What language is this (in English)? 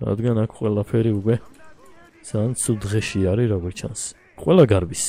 Georgian